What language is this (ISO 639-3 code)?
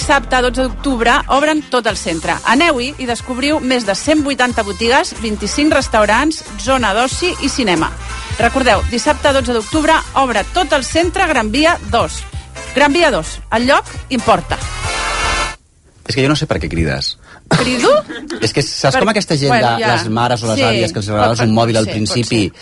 cat